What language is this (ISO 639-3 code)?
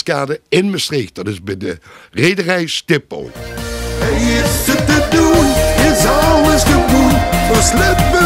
lim